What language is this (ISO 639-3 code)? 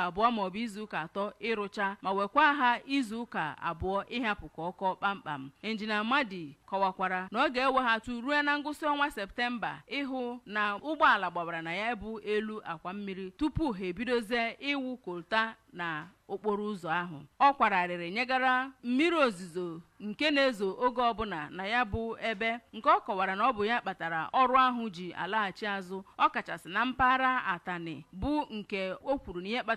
ibo